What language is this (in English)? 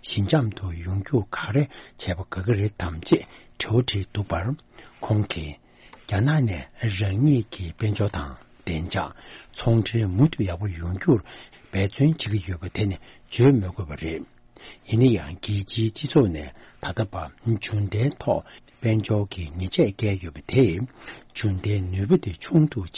Tibetan